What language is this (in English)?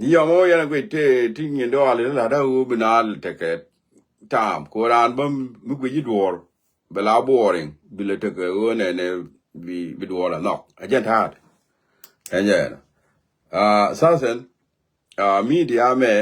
Nuer